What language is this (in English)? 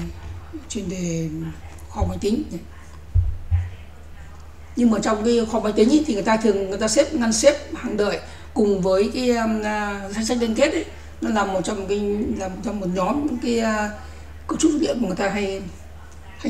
Vietnamese